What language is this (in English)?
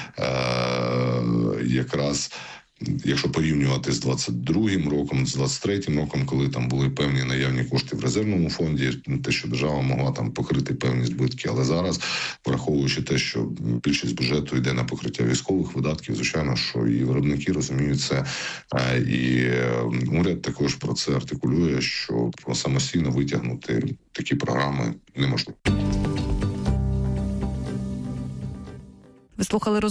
Ukrainian